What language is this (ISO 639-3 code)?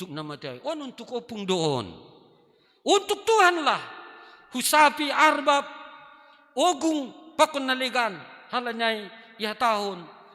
bts